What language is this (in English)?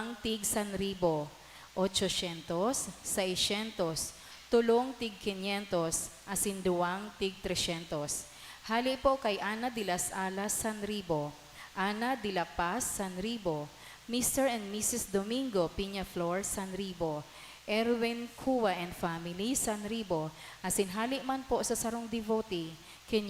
Bikol